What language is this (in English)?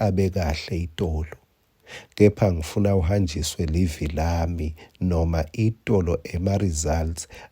Swati